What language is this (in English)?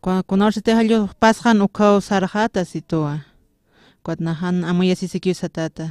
Aymara